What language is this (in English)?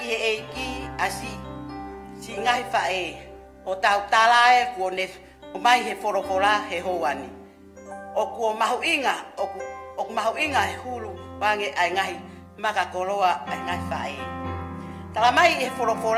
Tongan